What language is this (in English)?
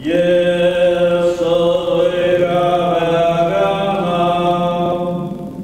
Faroese